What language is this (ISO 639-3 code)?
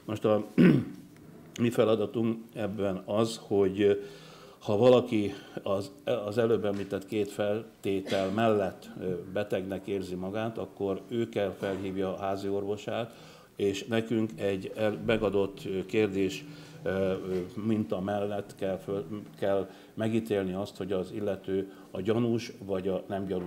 hun